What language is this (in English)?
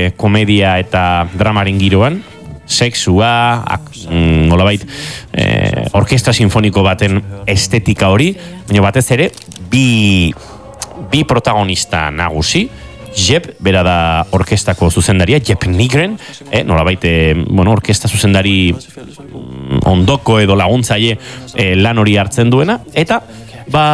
Basque